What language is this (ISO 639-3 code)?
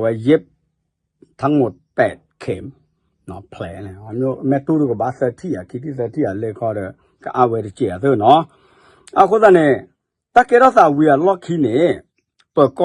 ksw